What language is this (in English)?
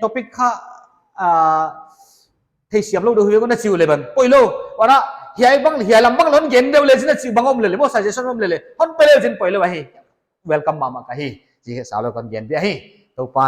Paite Chin